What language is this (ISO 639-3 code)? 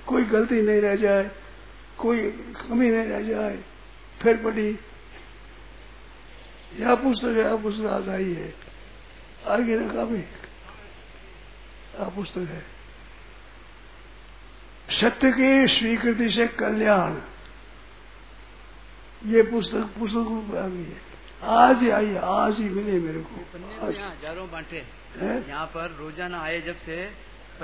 hin